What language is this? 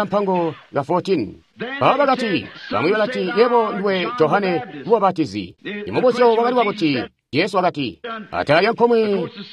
Tonga (Zambia)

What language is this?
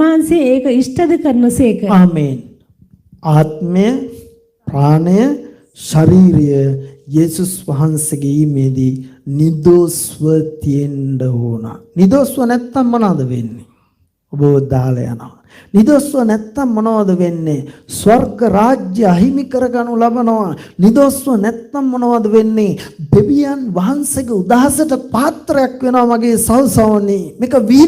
Sinhala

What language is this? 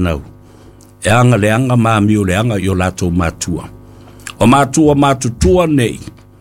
Samoan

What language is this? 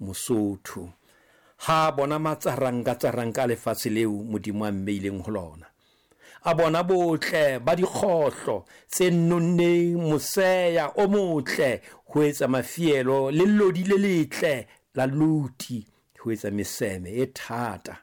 Southern Sotho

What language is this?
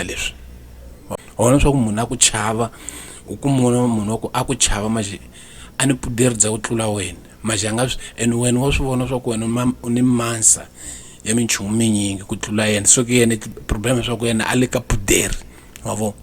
Tsonga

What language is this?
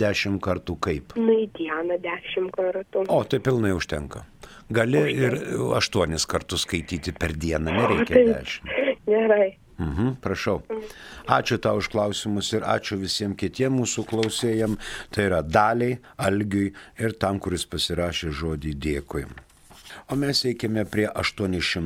Lithuanian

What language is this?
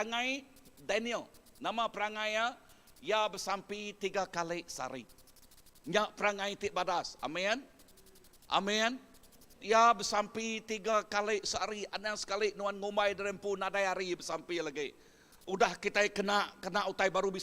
Iban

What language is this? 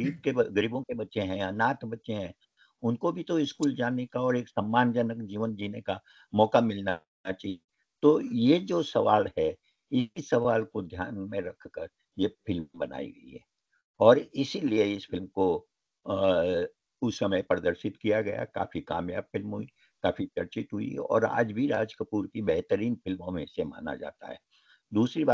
Hindi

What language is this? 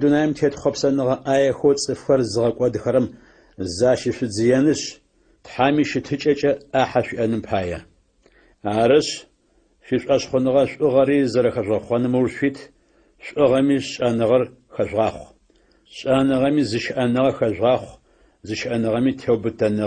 Adyghe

